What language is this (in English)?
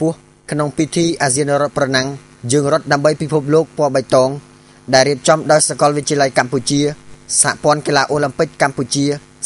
Khmer